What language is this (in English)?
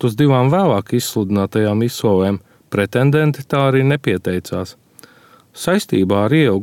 Latvian